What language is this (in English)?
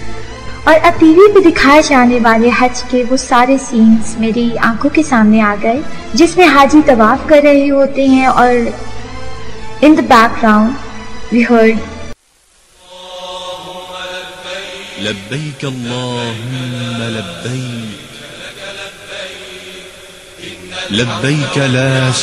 Urdu